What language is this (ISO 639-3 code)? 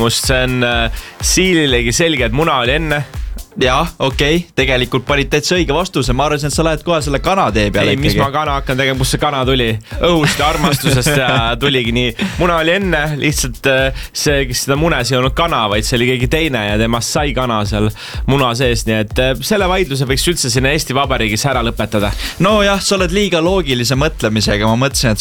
est